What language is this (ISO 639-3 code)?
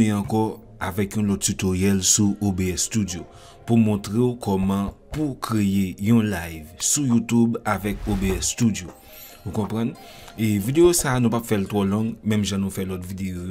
hat